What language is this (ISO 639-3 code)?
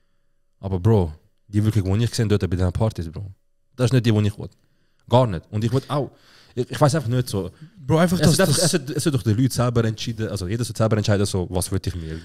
gsw